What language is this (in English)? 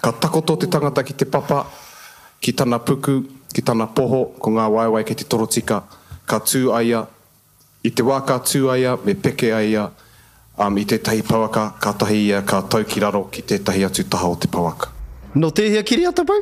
Māori